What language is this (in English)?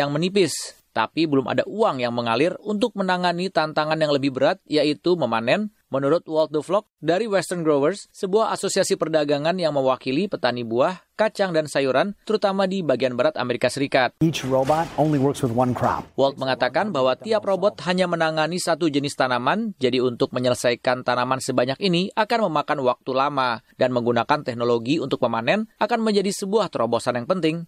Indonesian